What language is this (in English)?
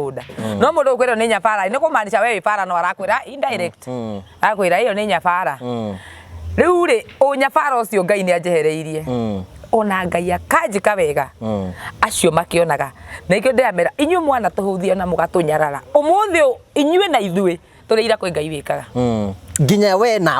Kikuyu